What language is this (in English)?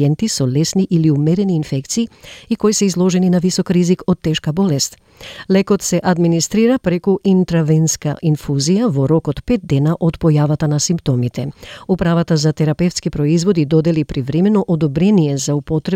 Macedonian